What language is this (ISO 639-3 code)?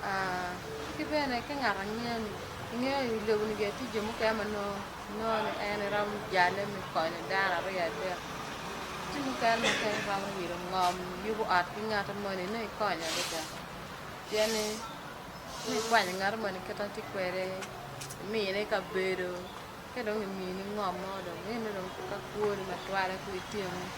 ach